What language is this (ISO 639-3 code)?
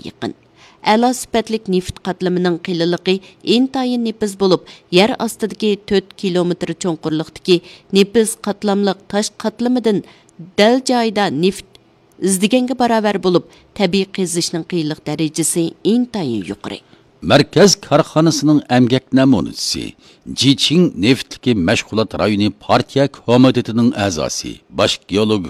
uig